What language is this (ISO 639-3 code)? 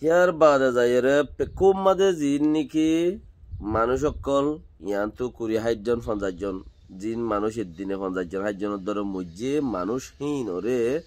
rhg